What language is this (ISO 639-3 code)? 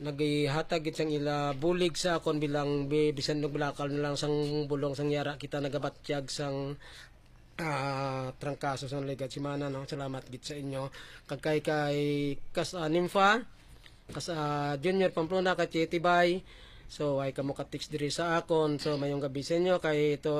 hil